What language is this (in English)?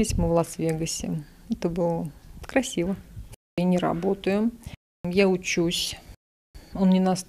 Russian